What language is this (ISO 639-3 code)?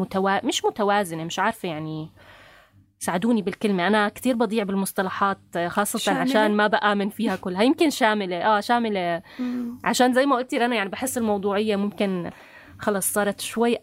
apc